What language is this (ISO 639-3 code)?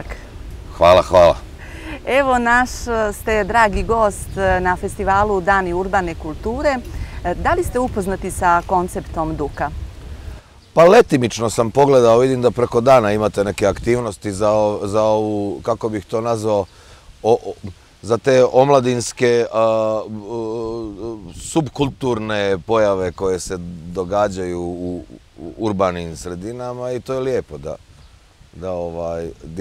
srp